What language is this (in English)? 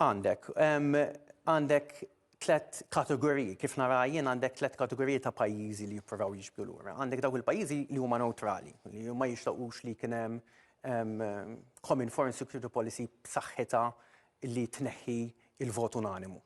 Maltese